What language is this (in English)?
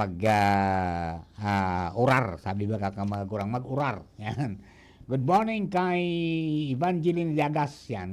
Bikol